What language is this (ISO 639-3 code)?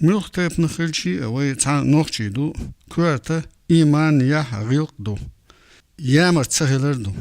che